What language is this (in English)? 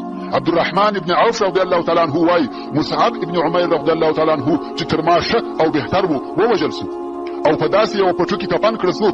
Pashto